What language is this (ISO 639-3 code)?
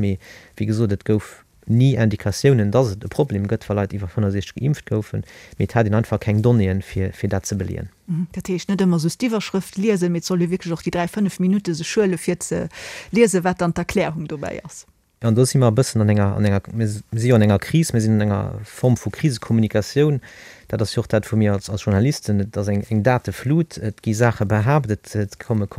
ltz